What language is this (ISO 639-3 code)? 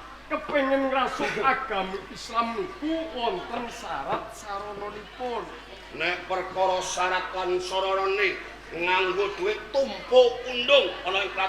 jav